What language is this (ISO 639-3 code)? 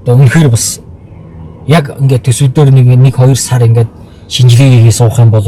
mon